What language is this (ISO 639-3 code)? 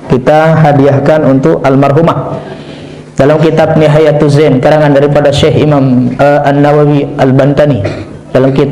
sas